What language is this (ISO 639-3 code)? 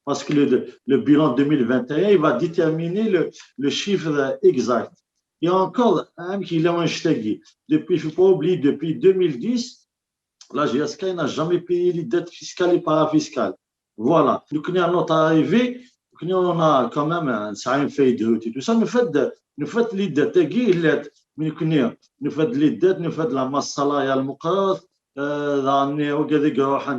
kab